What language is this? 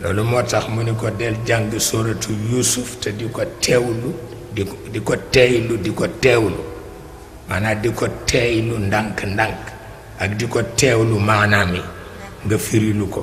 Wolof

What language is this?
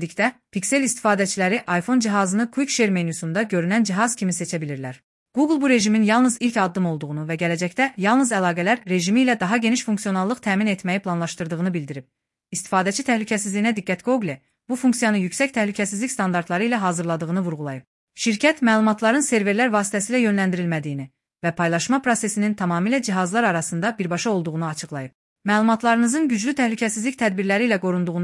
Azerbaijani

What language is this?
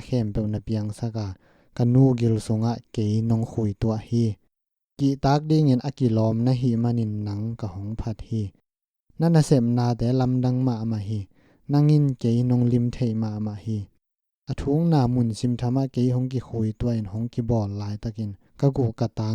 Tedim Chin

